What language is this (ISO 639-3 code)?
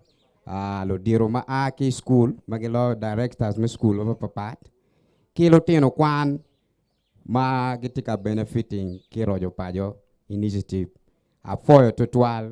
ach